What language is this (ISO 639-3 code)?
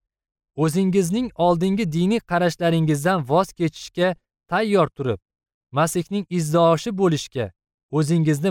uzb